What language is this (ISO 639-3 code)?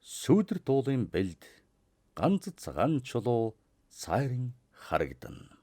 mon